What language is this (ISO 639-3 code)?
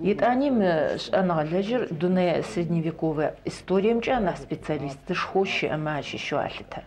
ady